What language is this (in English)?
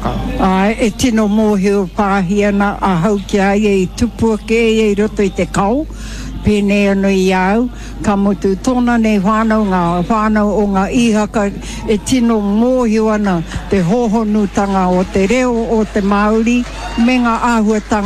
Māori